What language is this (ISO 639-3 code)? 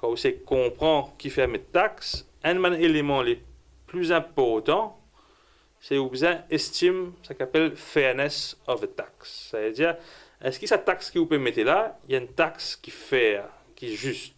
mfe